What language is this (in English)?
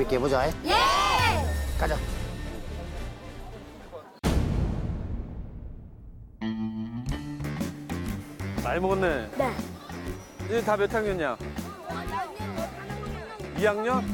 Korean